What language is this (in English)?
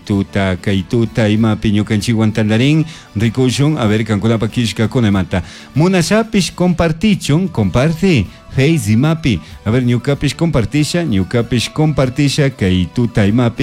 Chimborazo Highland Quichua